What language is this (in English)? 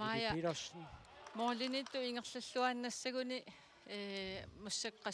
Kalaallisut